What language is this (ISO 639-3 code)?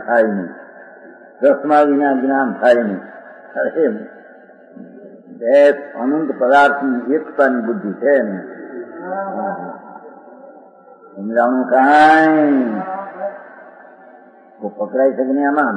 guj